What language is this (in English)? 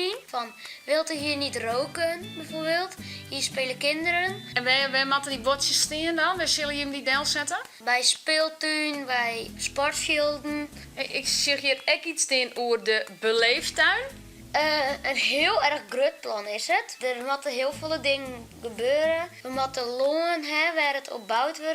Western Frisian